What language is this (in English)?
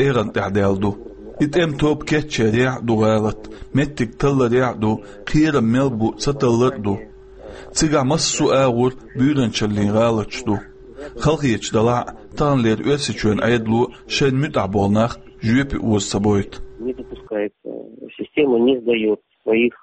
Chechen